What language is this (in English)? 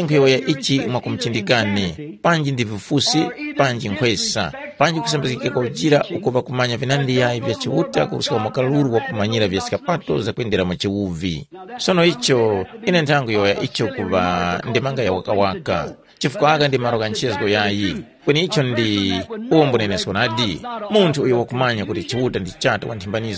Tumbuka